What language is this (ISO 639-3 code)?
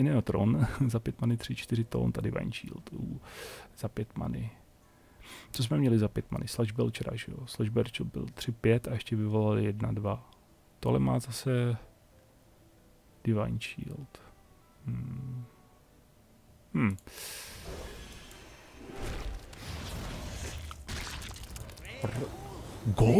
ces